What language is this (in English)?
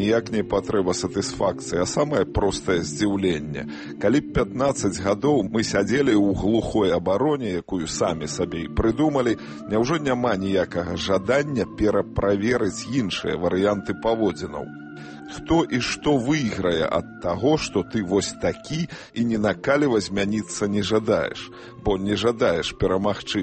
Belarusian